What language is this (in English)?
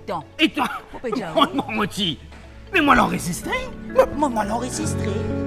Morisyen